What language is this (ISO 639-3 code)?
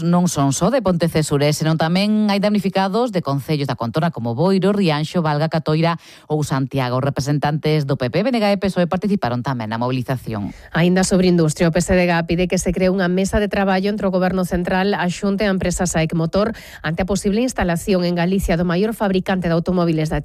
glg